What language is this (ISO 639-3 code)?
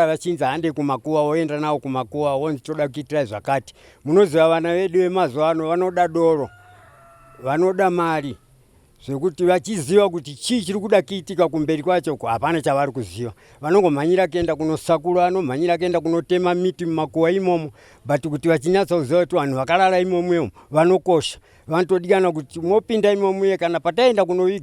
sna